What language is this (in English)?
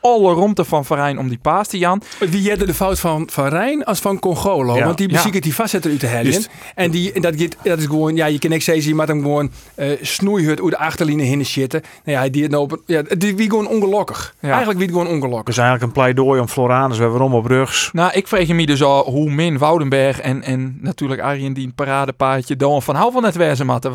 Western Frisian